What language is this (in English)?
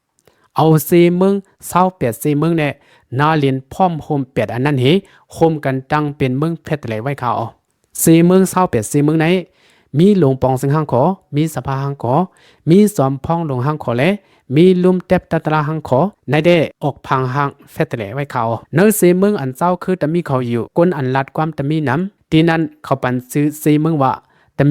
Shan